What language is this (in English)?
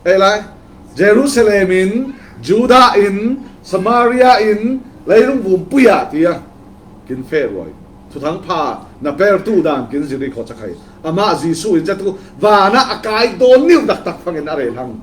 Falam Chin